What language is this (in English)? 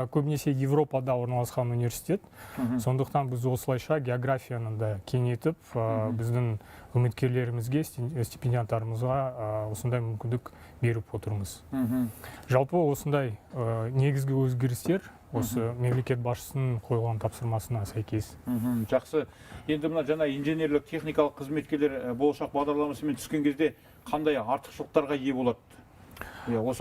Kazakh